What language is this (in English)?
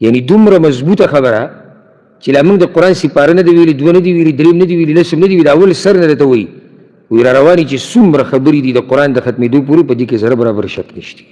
Pashto